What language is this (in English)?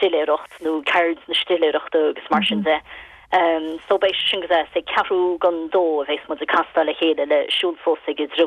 Irish